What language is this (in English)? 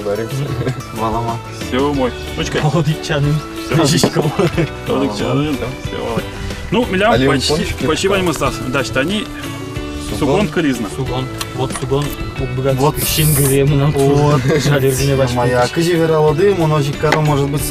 Udmurt